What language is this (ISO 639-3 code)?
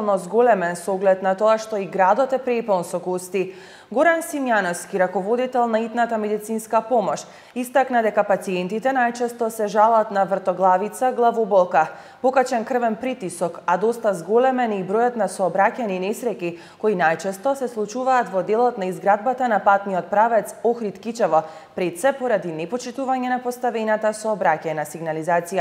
mkd